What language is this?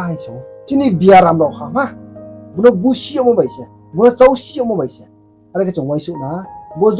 Riang (India)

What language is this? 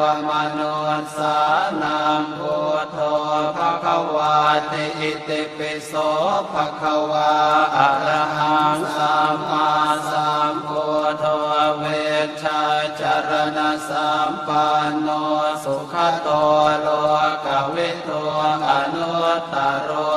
Pali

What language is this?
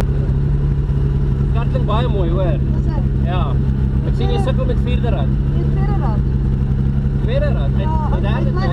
Afrikaans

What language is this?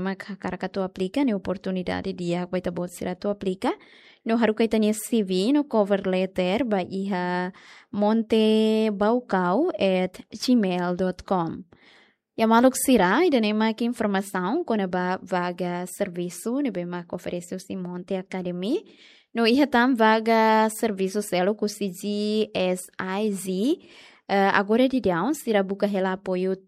Tetum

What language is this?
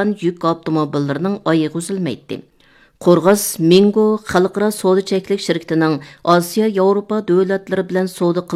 Uyghur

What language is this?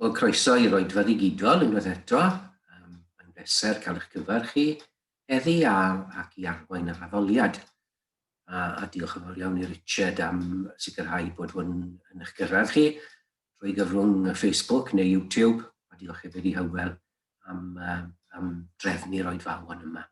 Welsh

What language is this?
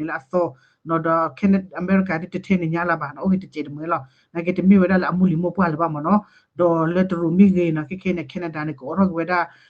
S'gaw Karen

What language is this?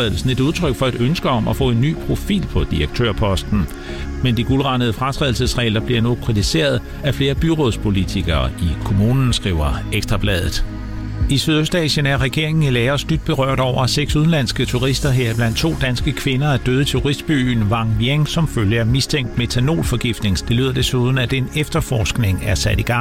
Danish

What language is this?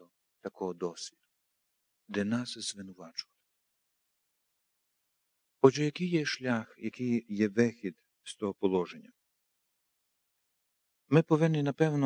Ukrainian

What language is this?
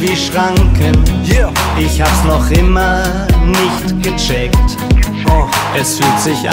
German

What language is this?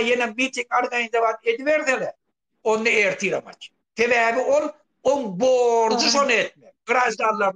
Turkmen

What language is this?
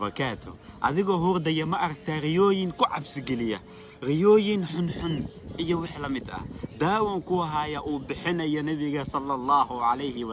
Somali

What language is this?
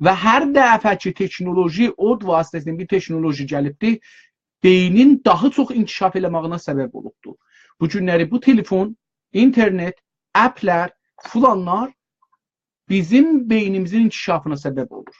South Azerbaijani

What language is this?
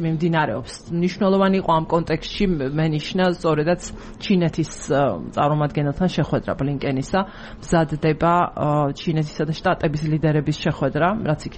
Georgian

